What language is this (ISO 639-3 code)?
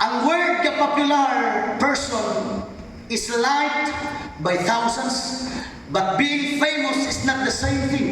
ceb